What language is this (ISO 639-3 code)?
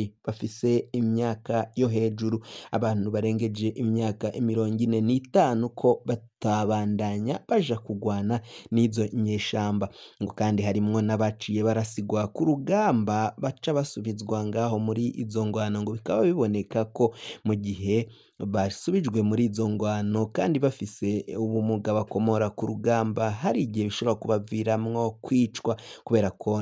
run